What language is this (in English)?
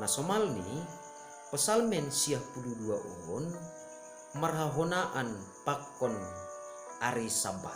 Batak Simalungun